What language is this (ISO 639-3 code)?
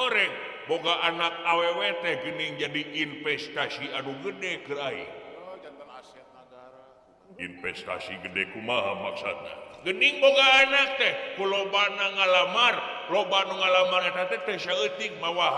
sun